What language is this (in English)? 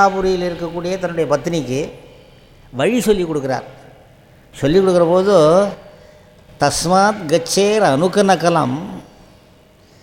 Tamil